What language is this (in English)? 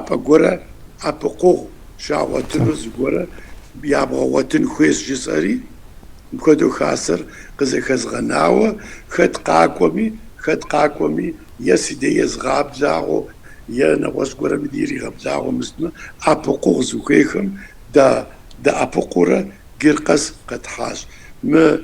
Kabardian